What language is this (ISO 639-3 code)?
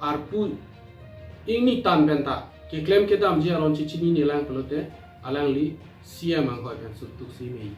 mjw